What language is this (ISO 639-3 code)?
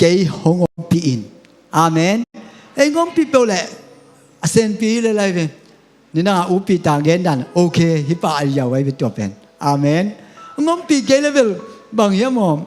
ctd